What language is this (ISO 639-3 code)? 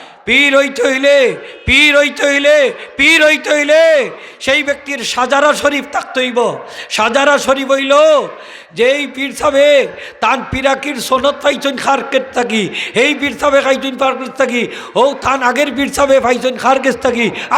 syl